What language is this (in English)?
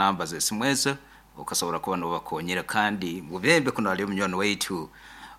Nyankole